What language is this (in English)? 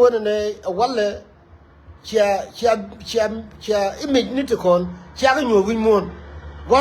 Nuer